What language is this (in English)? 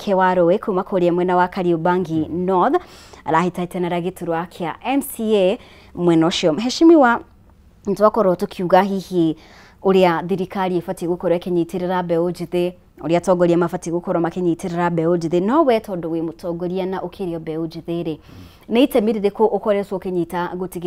Kikuyu